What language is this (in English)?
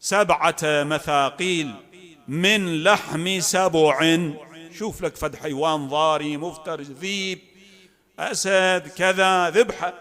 Mesopotamian Arabic